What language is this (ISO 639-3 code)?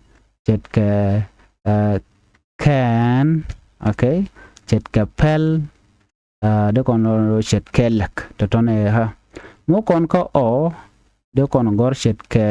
nus